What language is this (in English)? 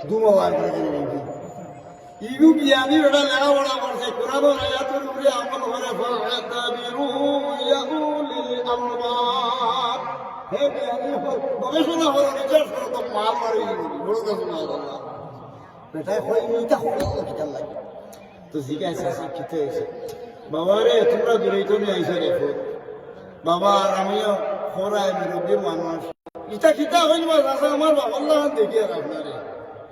Sylheti